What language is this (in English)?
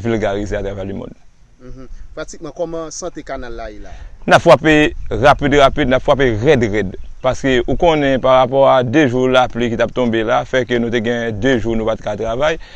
Haitian Creole